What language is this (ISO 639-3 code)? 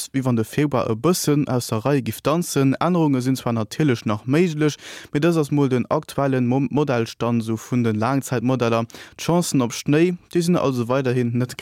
ltz